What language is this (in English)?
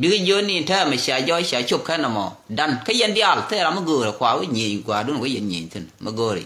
Nuer